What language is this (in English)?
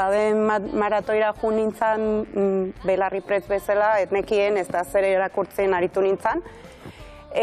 Basque